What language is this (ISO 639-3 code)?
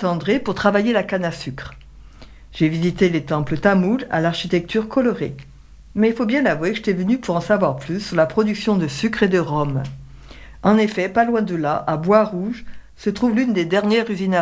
fra